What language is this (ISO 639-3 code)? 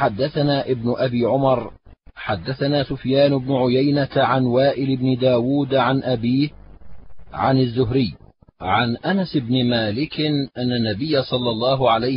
ara